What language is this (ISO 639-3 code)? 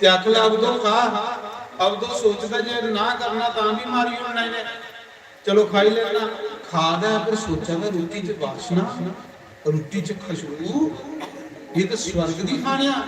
doi